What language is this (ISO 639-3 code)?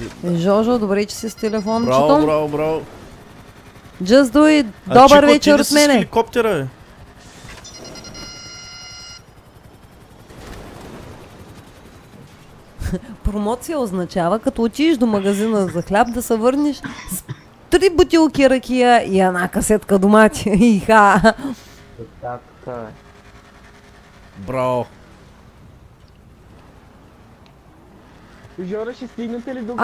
bul